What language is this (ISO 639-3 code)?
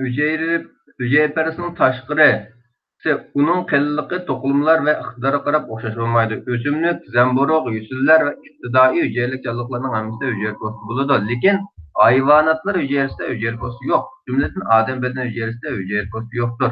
uig